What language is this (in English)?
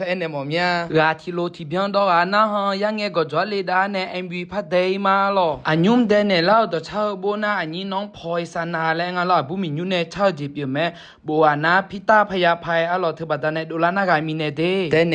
Akha